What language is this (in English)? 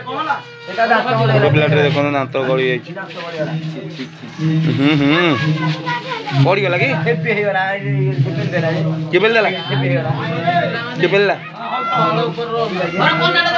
Odia